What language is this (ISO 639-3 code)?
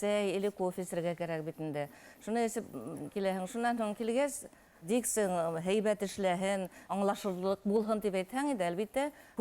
bak